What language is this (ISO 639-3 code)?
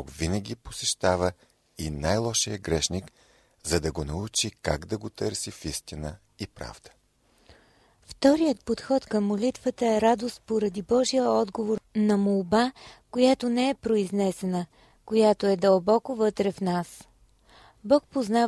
bul